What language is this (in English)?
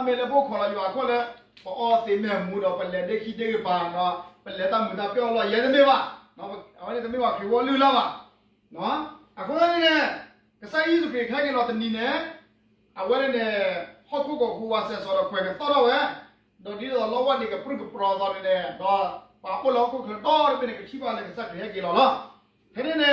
S'gaw Karen